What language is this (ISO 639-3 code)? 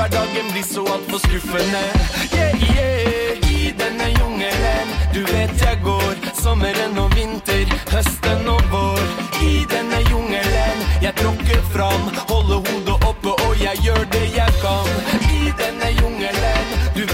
nor